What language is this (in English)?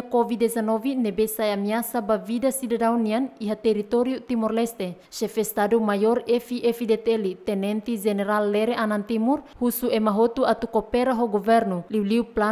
Tetum